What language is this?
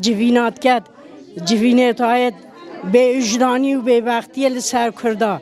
Kurdish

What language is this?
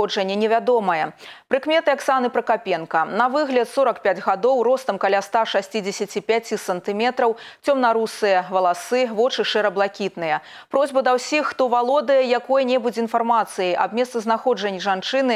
Belarusian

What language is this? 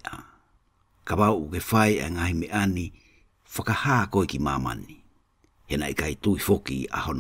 Tongan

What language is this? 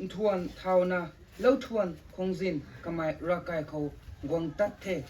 Rongmei Naga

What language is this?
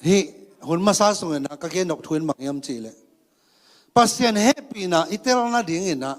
Tedim Chin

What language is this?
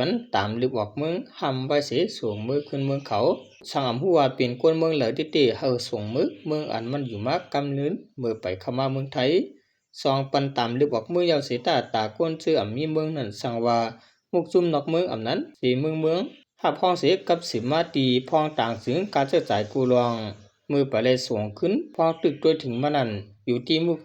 Shan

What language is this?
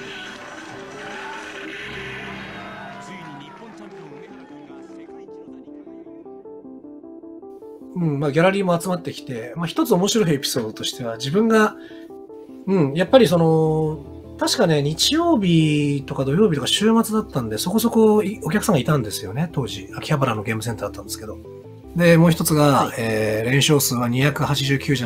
Japanese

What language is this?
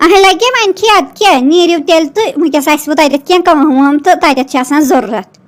Kashmiri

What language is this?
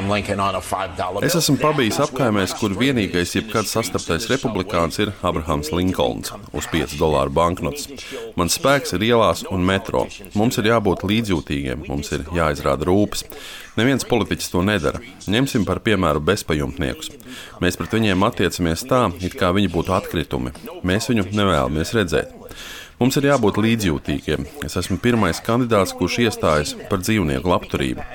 Latvian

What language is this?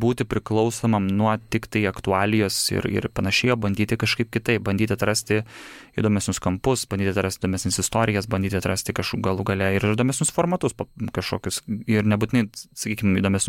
Lithuanian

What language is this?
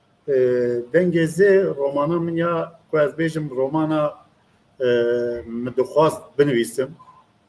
Kurdish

